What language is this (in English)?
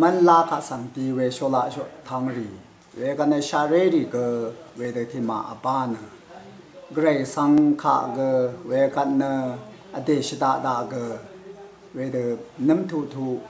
Rawang